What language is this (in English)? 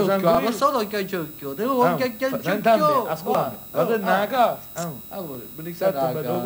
Sicilian